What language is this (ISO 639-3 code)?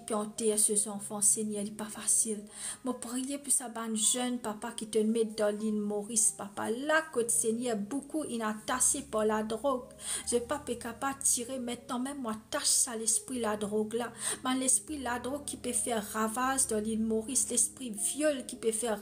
mfe